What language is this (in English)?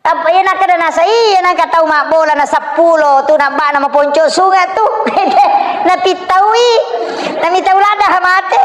Buginese